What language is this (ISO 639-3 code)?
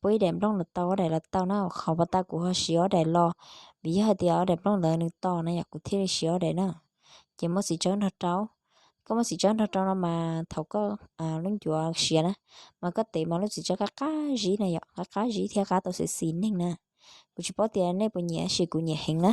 hmn